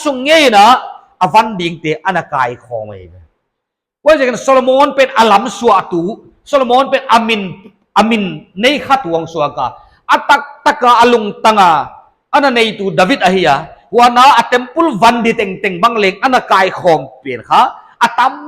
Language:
Paite Chin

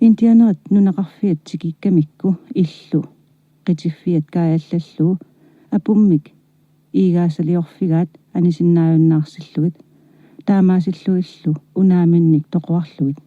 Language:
Kalaallisut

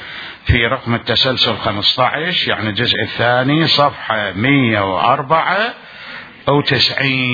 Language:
Mesopotamian Arabic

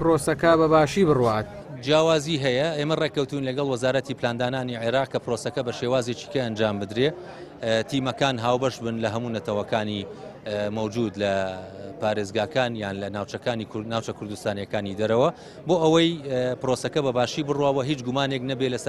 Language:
Central Kurdish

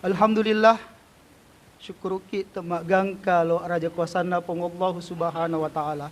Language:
Buginese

